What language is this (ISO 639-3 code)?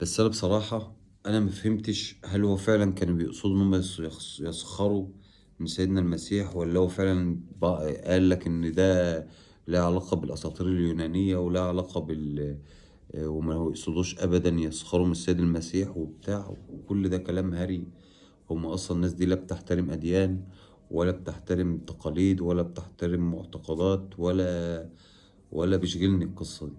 arz